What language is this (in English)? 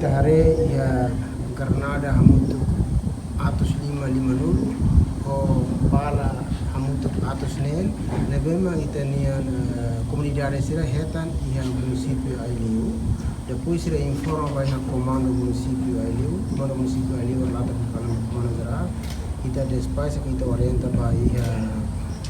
Tetum